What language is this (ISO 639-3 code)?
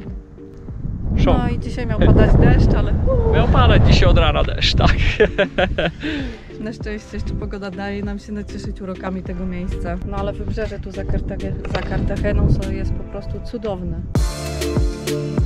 pol